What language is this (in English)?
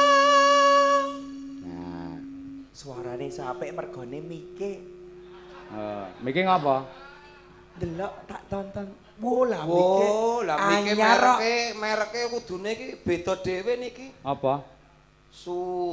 Javanese